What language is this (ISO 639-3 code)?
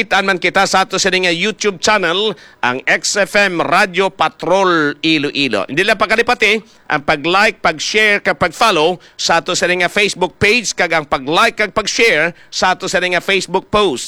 hil